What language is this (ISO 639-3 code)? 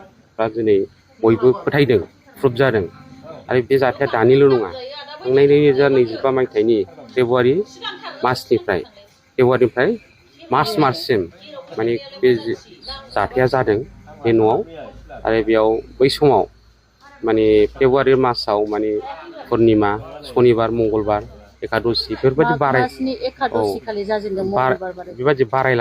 brx